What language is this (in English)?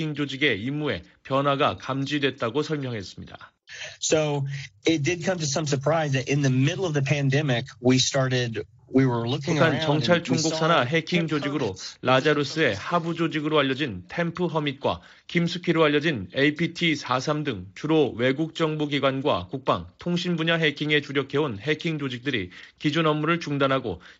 Korean